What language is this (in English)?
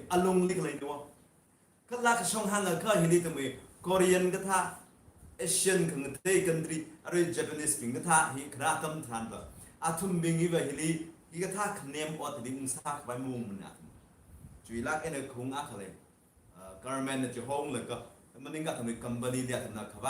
Tangkhul Naga (India)